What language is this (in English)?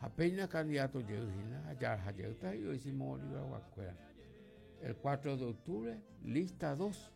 Guarani